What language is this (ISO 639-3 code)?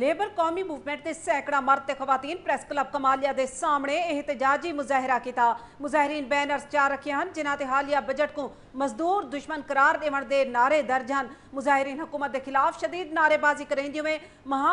skr